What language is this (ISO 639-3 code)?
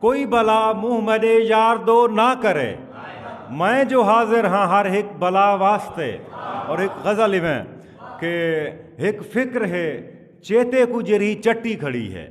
skr